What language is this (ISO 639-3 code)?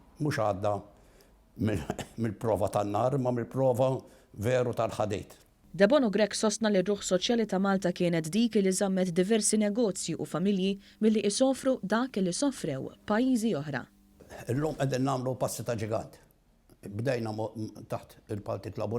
mlt